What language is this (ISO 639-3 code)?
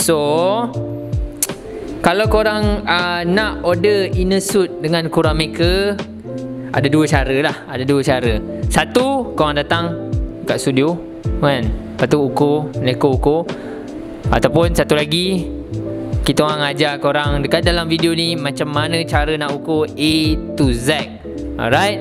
msa